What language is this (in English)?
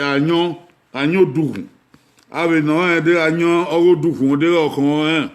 Bini